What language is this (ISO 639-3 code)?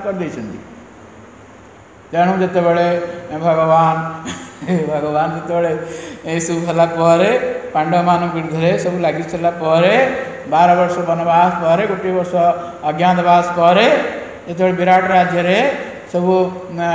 ori